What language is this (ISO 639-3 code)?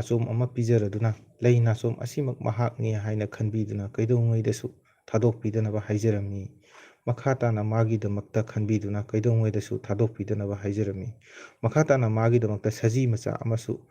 mni